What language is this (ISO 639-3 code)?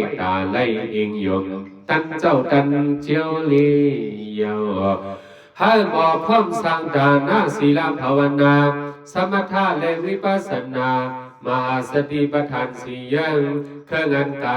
shn